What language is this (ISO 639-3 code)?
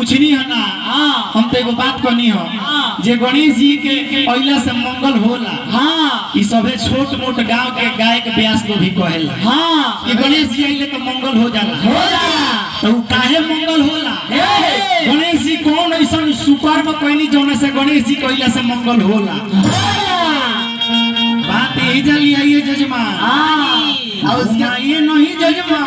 bho